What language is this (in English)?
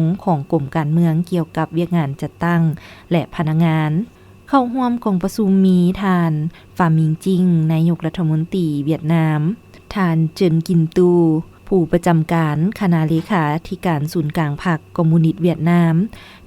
Lao